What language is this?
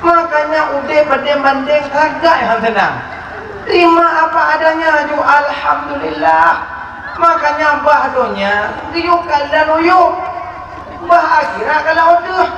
Achinese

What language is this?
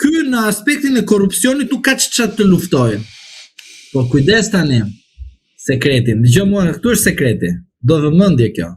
Albanian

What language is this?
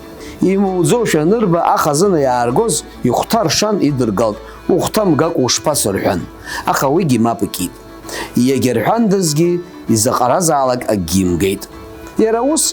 Abkhazian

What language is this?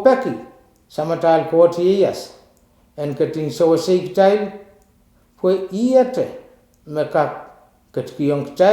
Pohnpeian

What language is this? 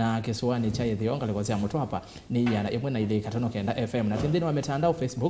Kamba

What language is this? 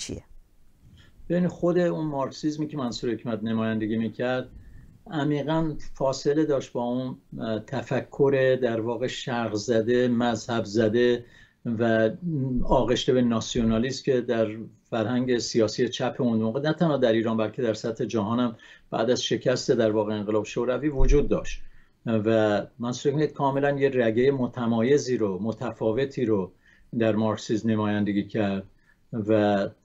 Persian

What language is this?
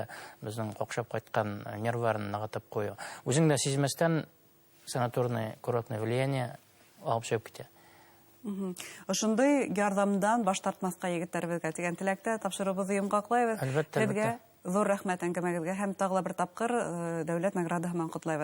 Bashkir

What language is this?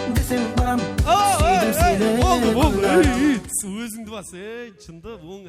Kara-Kalpak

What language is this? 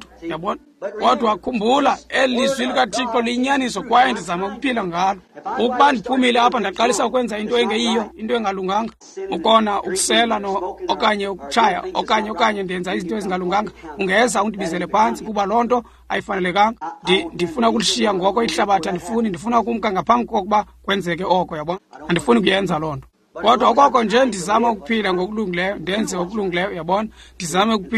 Xhosa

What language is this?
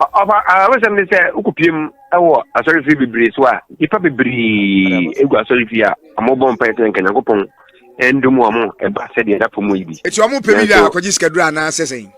Akan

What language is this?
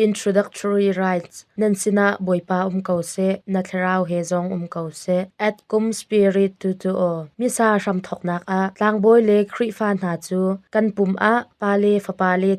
Hakha Chin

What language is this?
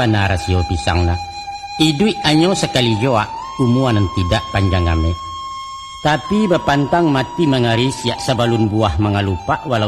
Minangkabau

